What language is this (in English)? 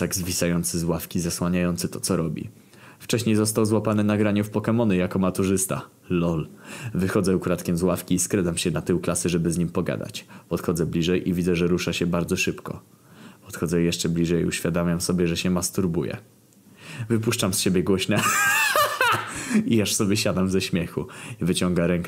Polish